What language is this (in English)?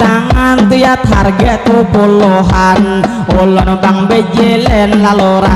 Banjar